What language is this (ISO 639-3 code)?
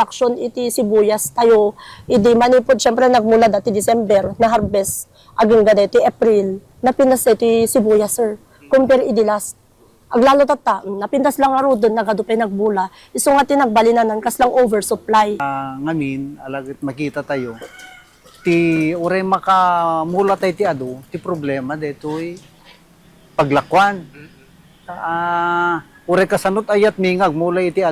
ilo